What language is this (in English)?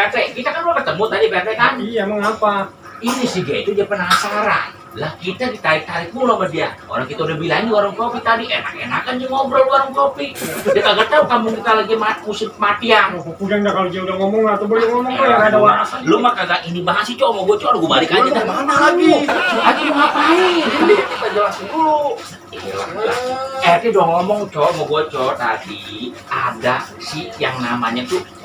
Betawi